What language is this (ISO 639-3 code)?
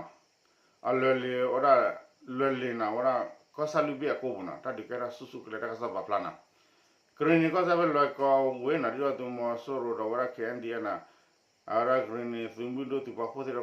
ksw